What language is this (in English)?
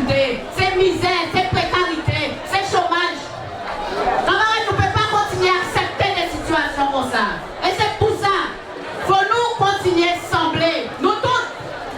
Guadeloupean Creole French